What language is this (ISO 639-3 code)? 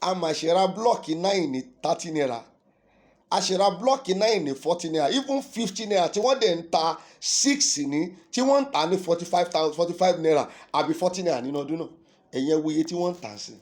yor